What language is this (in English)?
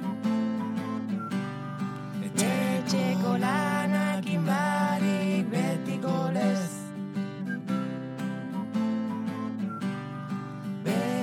Basque